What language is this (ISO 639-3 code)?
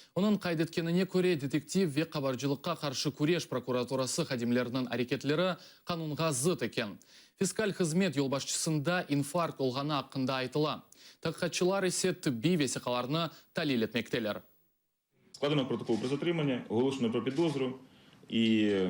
crh